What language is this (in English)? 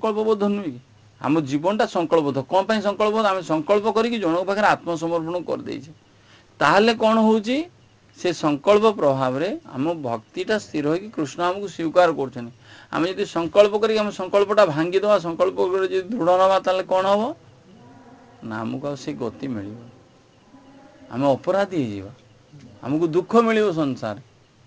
Odia